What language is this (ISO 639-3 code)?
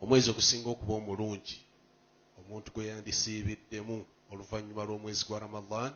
lug